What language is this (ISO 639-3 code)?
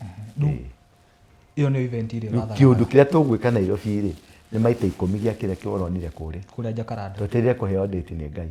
kik